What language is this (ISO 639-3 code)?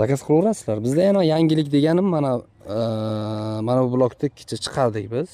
uzb